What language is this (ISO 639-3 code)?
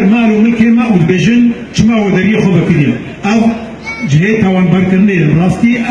kur